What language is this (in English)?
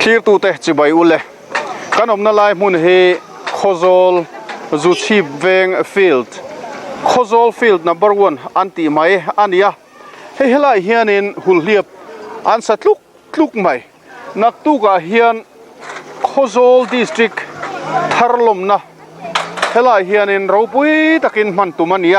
Mizo